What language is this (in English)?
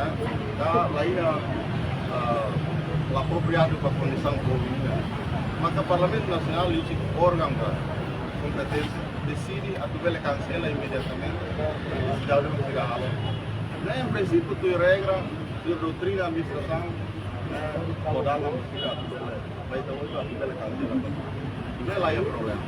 Tetum